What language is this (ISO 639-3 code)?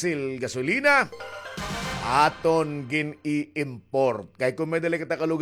war